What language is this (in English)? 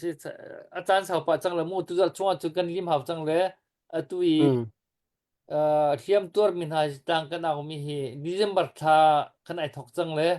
Hakha Chin